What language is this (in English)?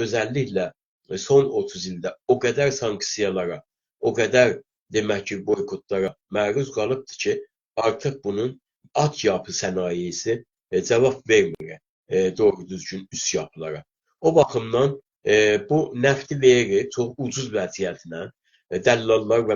South Azerbaijani